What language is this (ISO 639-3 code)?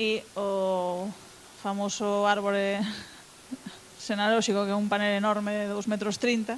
glg